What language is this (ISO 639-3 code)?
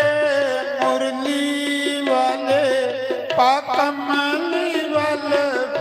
doi